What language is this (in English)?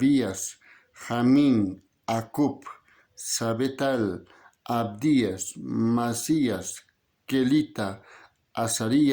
South Bolivian Quechua